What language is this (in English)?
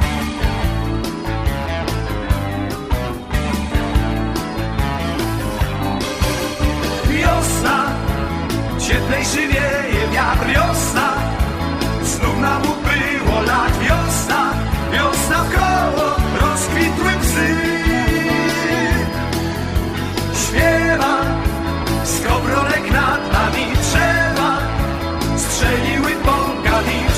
Polish